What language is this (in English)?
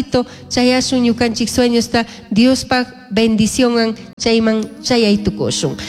Chimborazo Highland Quichua